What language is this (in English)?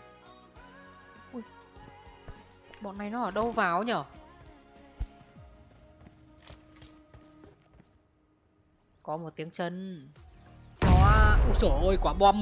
Vietnamese